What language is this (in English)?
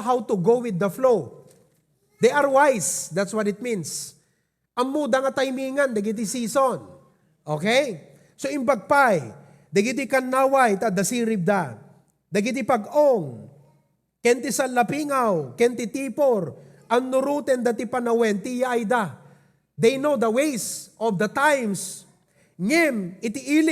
Iloko